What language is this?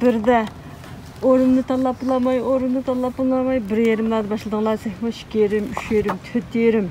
Uyghur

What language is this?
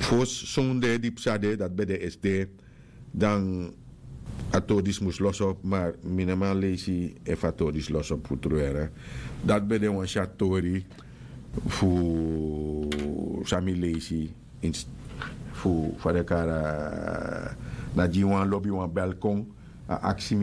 Sranan Tongo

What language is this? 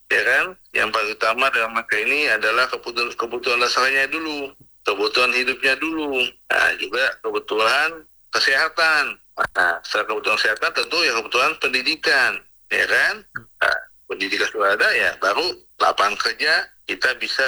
Indonesian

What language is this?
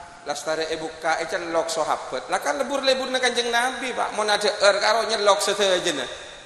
Madurese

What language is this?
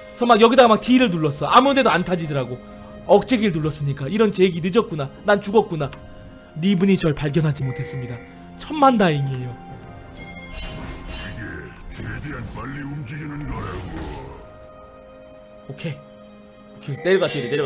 Korean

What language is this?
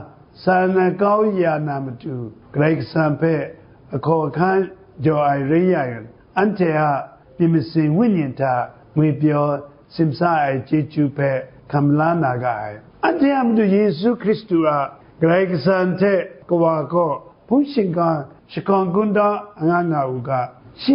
Kachin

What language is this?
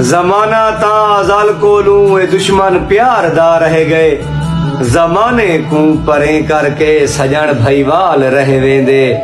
Saraiki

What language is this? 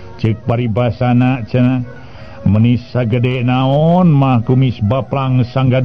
Sundanese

